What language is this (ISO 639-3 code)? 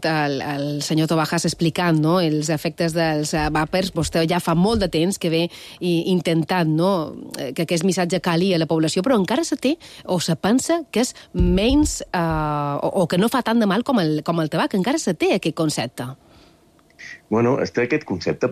cat